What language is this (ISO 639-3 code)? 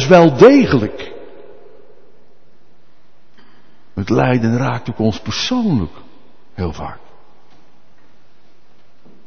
nld